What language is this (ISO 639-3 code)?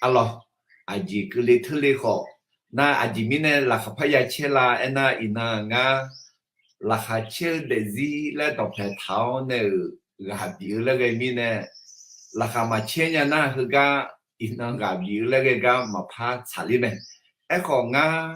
ahk